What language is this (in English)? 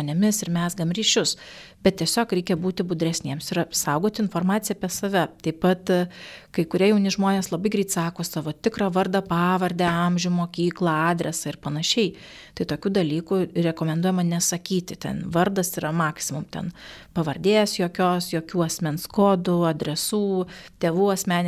Lithuanian